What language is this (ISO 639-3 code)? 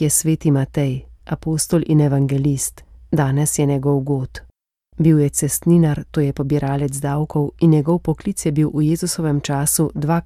slv